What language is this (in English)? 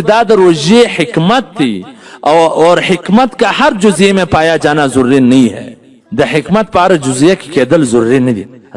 Pashto